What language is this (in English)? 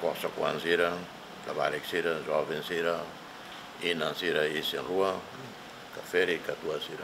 Tetum